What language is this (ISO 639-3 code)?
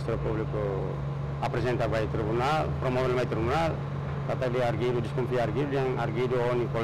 tet